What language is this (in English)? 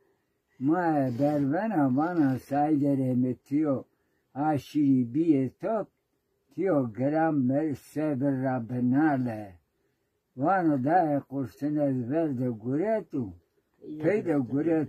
Zaza